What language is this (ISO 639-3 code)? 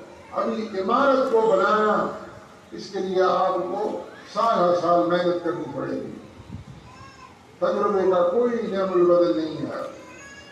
urd